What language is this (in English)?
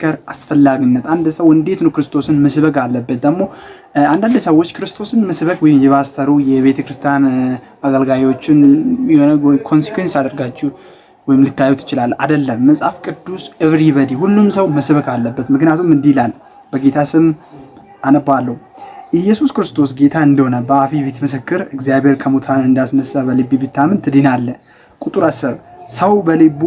Amharic